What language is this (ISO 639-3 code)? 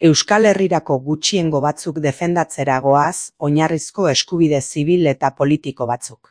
eus